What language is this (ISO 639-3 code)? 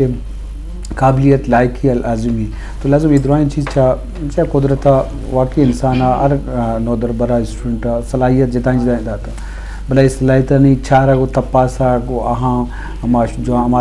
bgp